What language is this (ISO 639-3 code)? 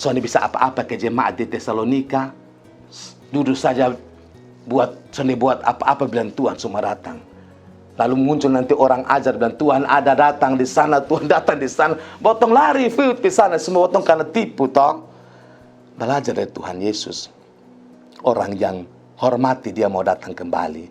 mkn